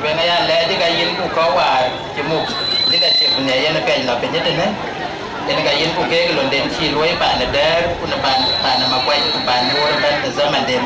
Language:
Dinka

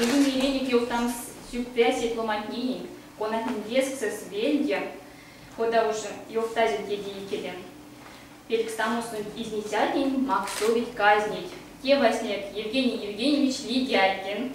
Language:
Erzya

